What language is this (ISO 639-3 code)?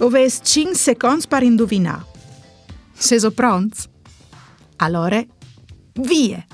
fur